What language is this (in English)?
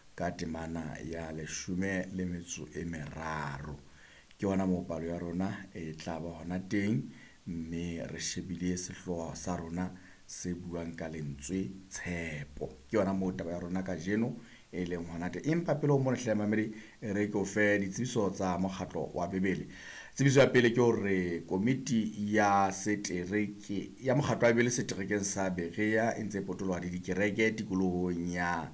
Southern Sotho